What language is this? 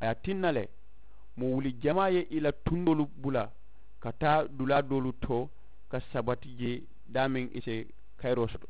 Mandingo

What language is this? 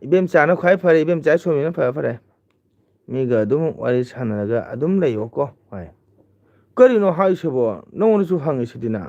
Manipuri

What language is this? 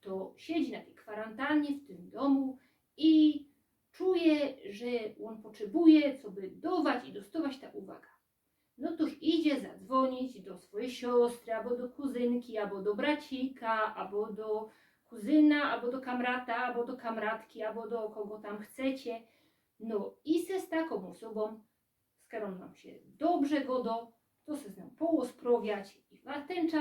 Silesian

